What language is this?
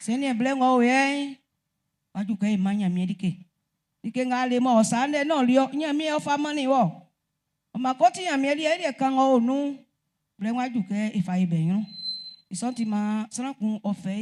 Baoulé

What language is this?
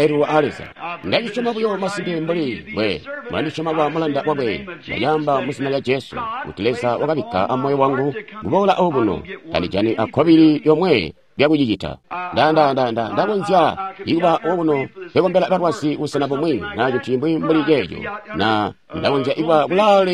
Tonga (Zambia)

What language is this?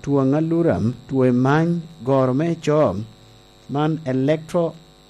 Lango (Uganda)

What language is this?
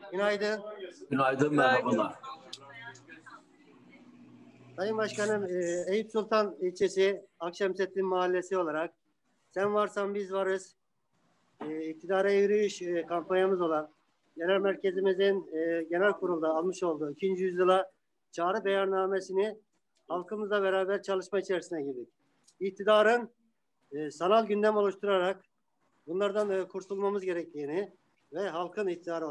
Turkish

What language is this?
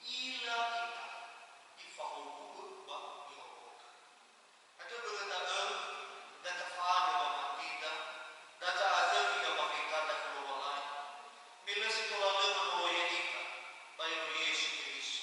Nias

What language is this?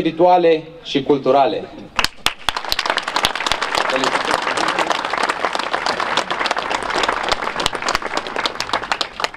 Romanian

